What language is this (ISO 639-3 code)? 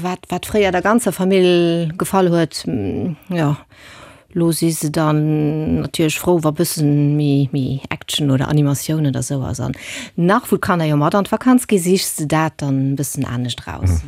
ltz